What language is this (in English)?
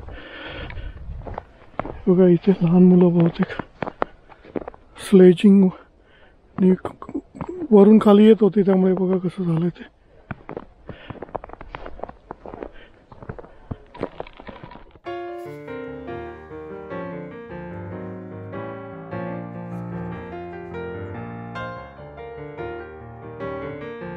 Marathi